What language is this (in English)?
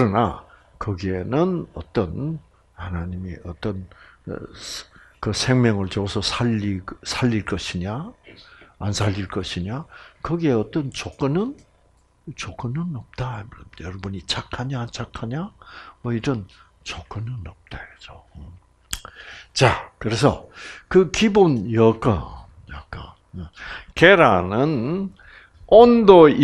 Korean